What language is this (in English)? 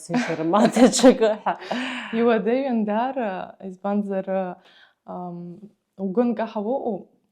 Abkhazian